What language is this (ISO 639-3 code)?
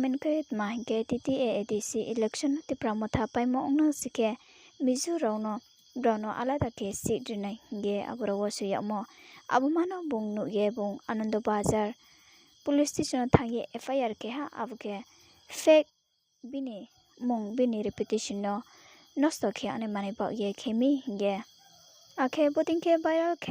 ria